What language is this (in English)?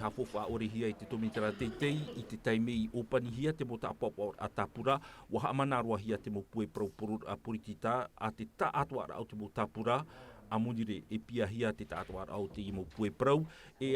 Tahitian